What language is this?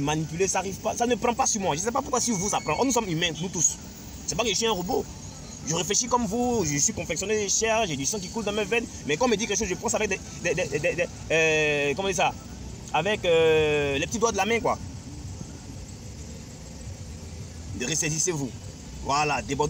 French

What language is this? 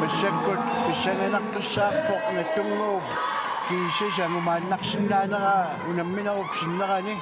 Kalaallisut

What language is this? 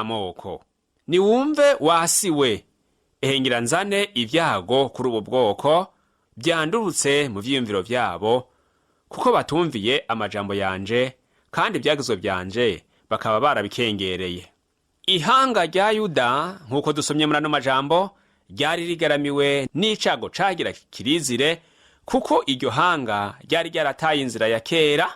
Rundi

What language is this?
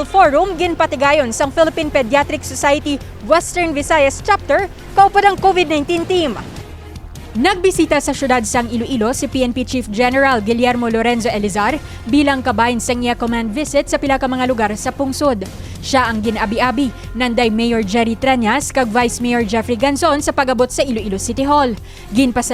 Hiligaynon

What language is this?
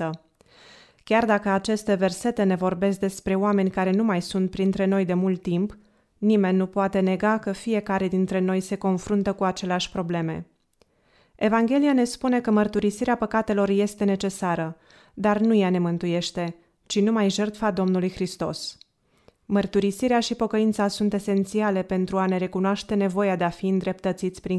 Romanian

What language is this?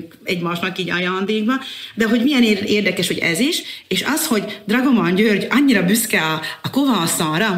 Hungarian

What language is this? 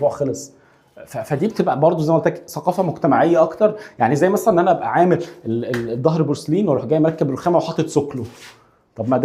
Egyptian Arabic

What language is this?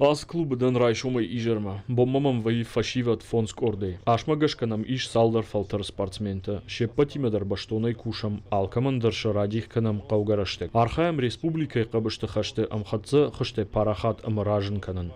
Ossetic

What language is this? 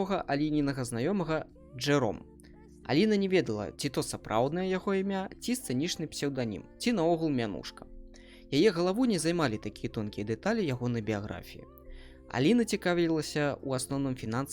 Belarusian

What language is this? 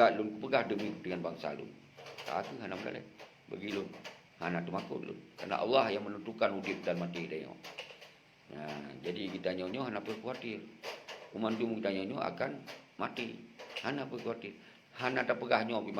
Achinese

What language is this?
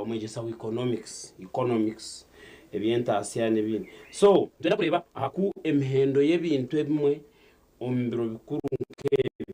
Nyankole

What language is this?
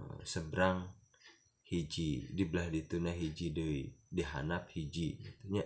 Sundanese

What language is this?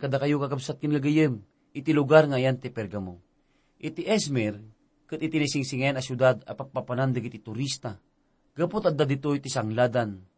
Iloko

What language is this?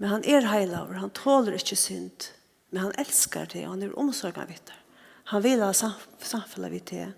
Faroese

